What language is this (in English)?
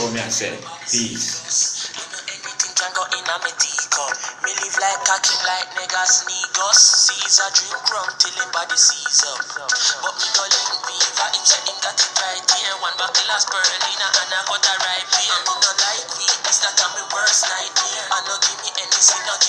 Jamaican Creole English